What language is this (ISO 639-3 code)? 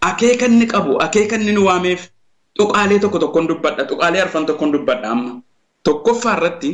orm